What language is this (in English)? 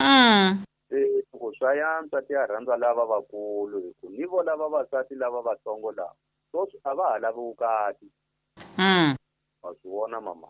Tsonga